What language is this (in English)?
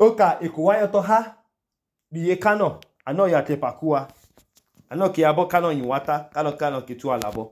Idoma